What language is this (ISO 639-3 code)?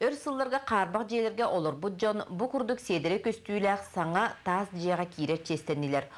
sah